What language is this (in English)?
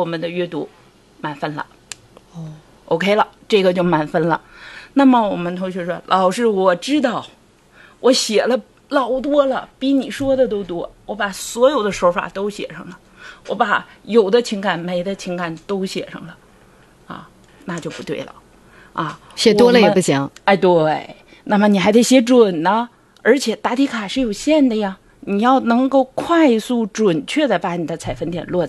Chinese